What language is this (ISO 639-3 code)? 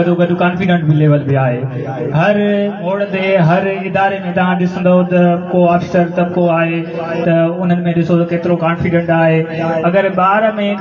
snd